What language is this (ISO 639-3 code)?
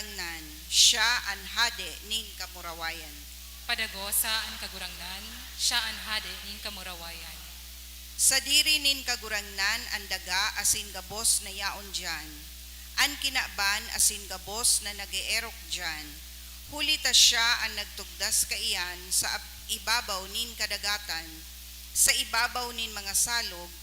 bik